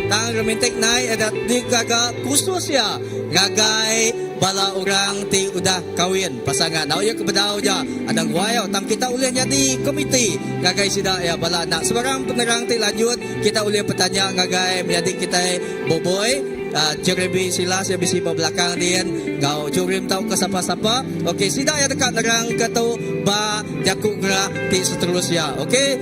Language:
Iban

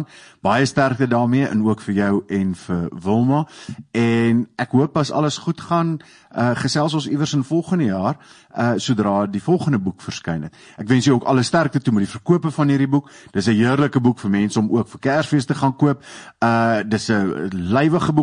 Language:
Afrikaans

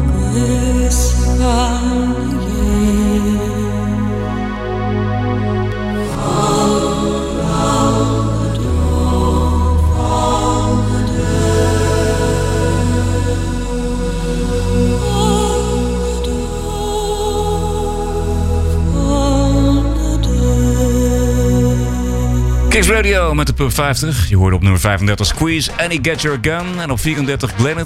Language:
Dutch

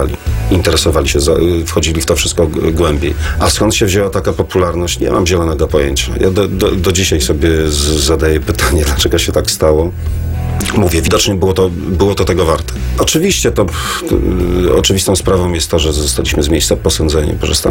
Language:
Polish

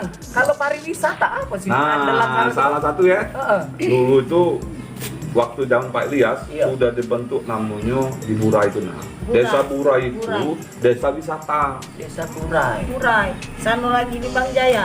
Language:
Musi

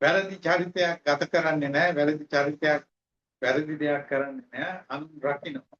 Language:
Sinhala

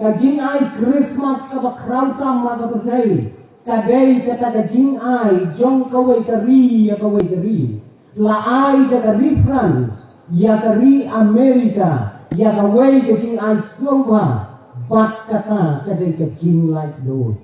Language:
Khasi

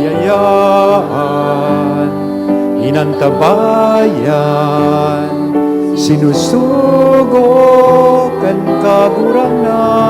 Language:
Bikol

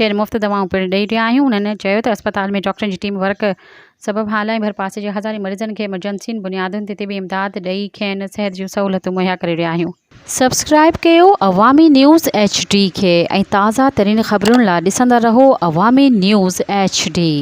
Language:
Sindhi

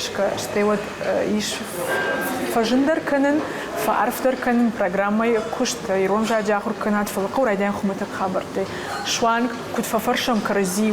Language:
Ossetic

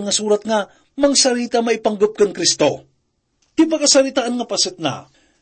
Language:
Iloko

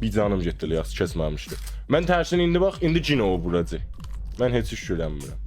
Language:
South Azerbaijani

